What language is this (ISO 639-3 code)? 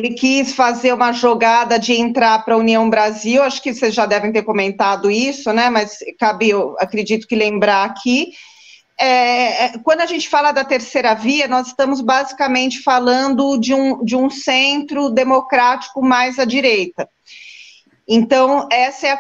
por